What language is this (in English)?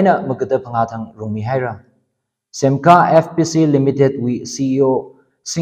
Tangkhul Naga (India)